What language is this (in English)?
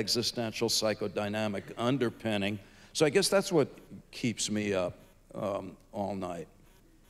English